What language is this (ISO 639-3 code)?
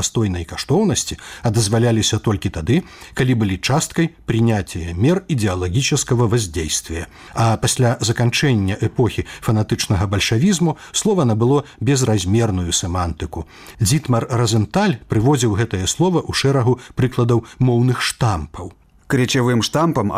bel